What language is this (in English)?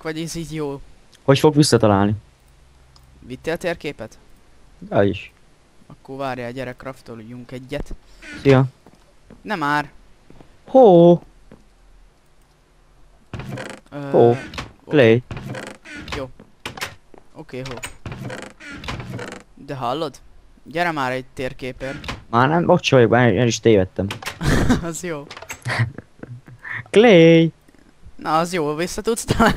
Hungarian